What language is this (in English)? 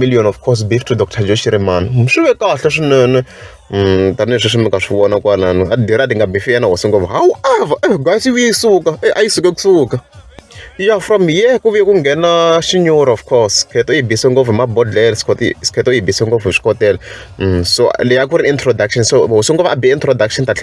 Tsonga